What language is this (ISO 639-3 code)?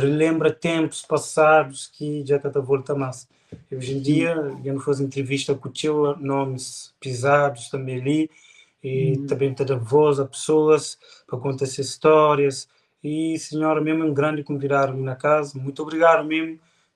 kea